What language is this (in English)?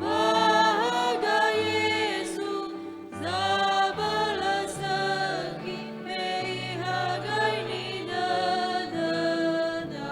Nias